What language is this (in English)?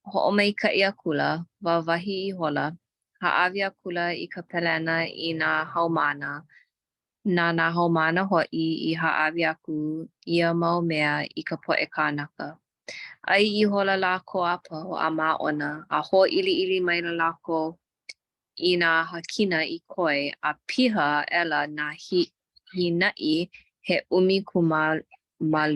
Hawaiian